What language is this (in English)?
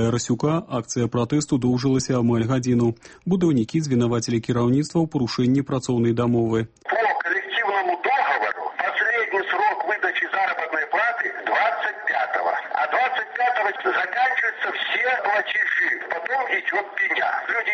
Belarusian